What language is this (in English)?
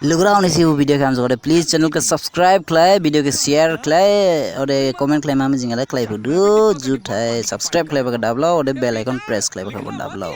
Dimasa